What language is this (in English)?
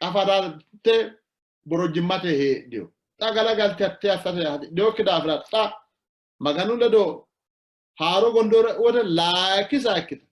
Sidamo